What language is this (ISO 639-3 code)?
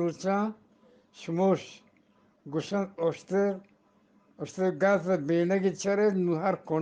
bgp